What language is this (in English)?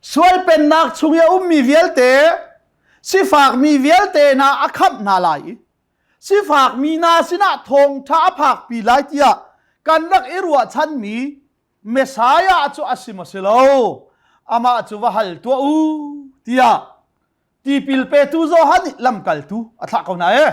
Hakha Chin